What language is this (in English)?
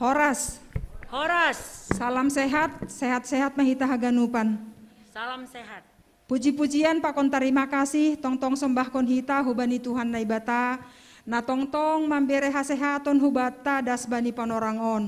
Batak Simalungun